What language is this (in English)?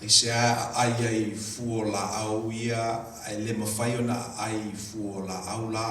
Samoan